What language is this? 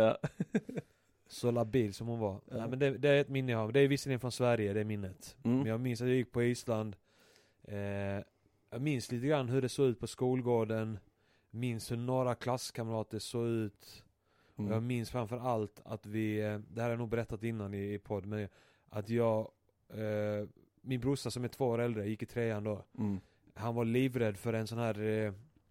Swedish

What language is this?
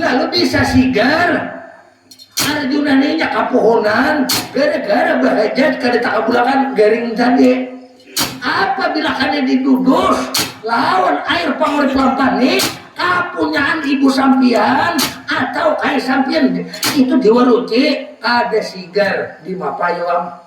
Banjar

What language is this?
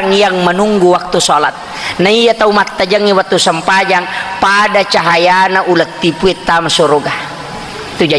Buginese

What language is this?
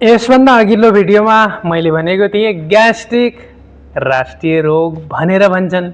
Nepali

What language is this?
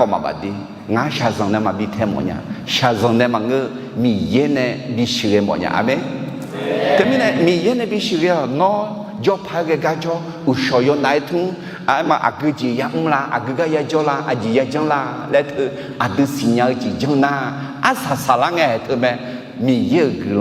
Akha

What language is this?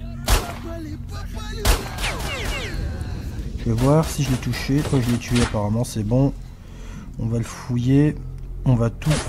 French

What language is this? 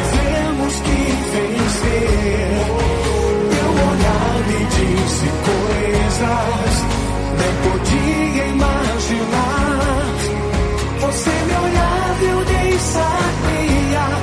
Portuguese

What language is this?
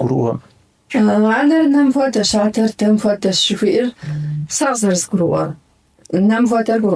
Kabardian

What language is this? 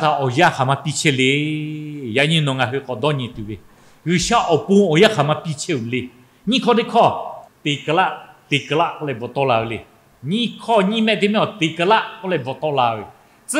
Lahu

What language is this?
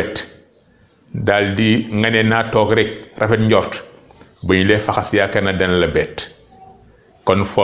Wolof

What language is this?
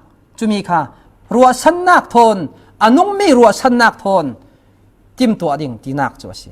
Falam Chin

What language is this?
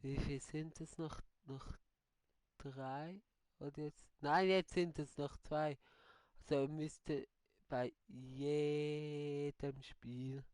Swiss German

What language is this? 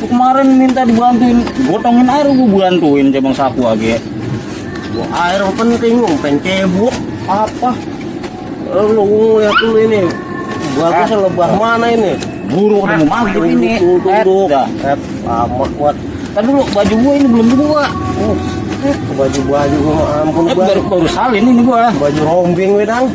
Betawi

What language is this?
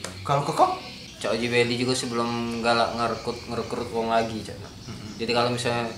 Musi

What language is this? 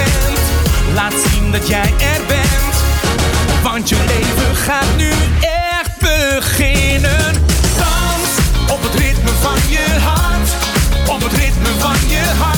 Dutch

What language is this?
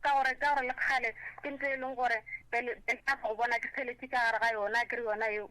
Northern Sotho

